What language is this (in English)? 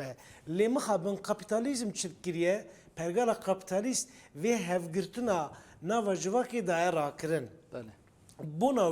Kurdish